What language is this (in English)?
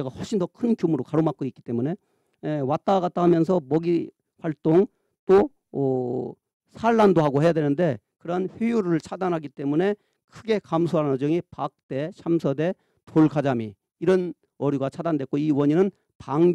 Korean